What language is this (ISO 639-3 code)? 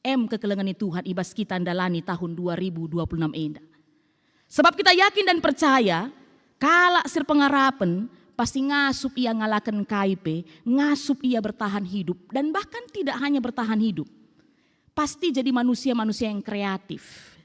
btx